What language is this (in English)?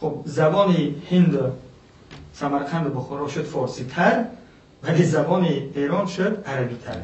Persian